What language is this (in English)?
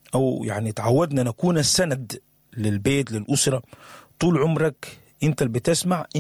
Sudanese Arabic